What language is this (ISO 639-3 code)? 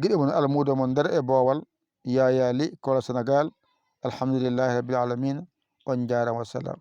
ful